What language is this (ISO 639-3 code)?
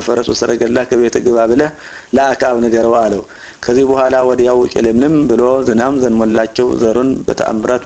amh